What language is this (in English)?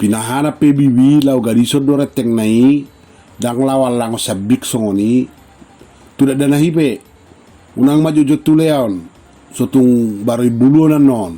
Batak Toba